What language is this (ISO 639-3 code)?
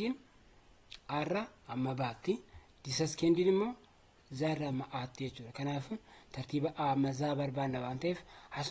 orm